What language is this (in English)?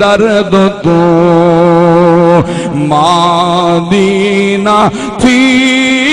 Saraiki